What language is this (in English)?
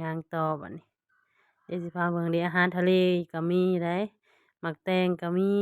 Lao